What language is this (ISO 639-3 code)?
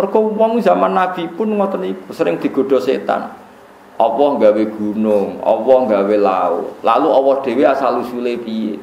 jav